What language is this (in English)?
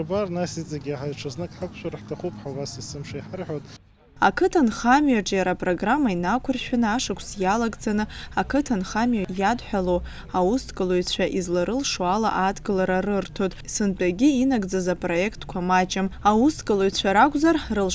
Abkhazian